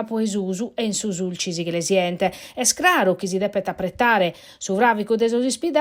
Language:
Sardinian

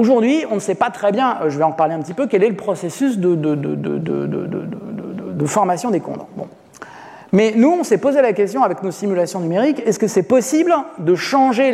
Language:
French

